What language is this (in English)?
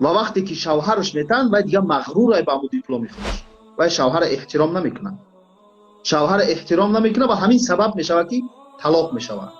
Tajik